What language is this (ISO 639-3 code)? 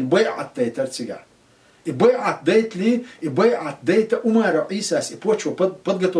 che